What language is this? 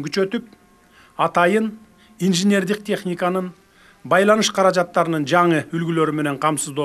Kyrgyz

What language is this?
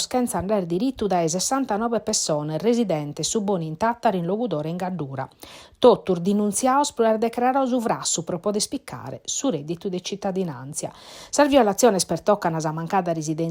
Sardinian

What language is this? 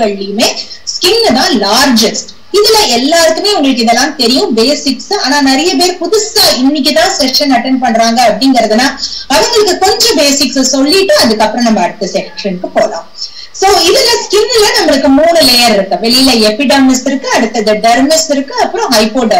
Tamil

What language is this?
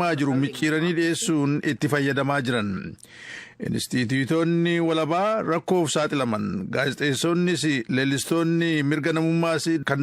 Oromo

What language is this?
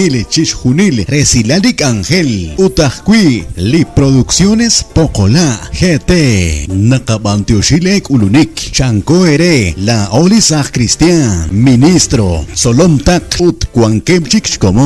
Kekchí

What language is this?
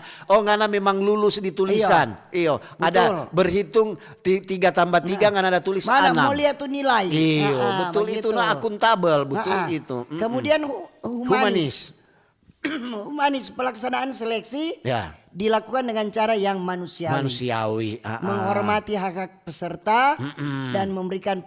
Manado Malay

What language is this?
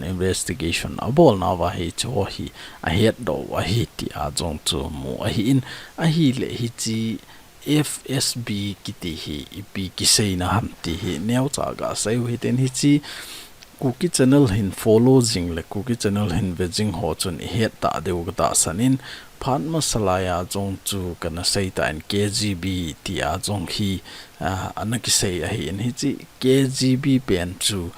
Thado Chin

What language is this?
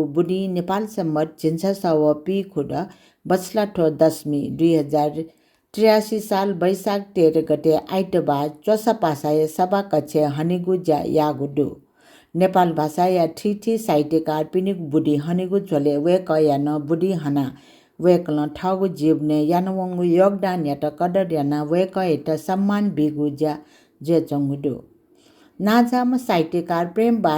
Newari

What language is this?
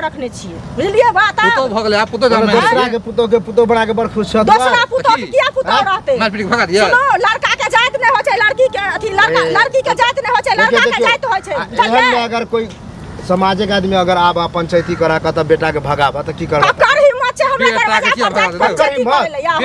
Maithili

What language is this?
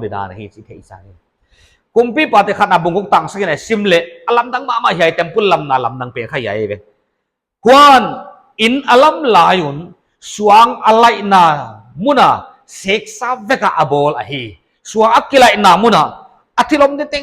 Paite Chin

